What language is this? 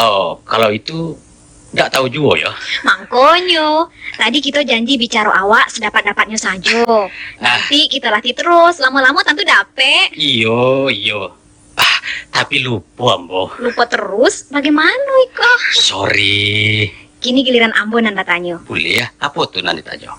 Minangkabau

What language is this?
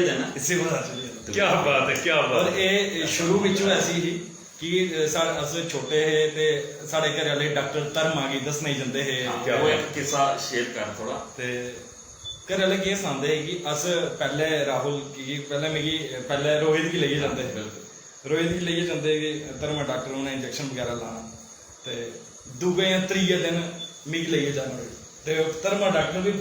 Dogri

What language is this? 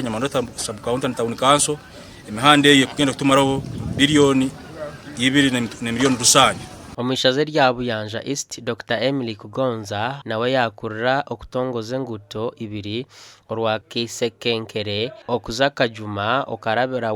Nyankole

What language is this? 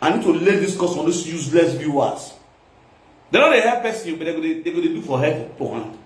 Nigerian Pidgin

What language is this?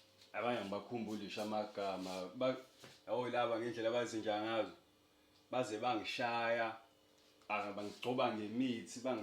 Zulu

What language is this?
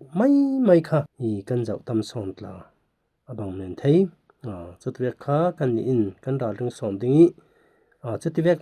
Falam Chin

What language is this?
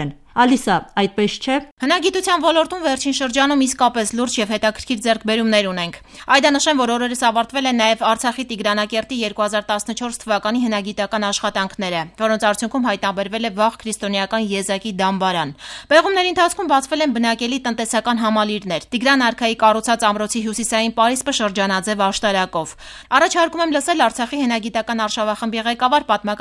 Armenian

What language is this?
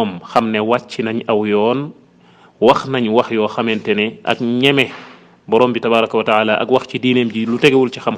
Wolof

